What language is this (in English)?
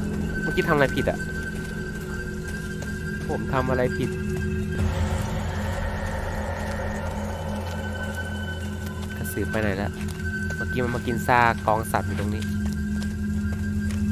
Thai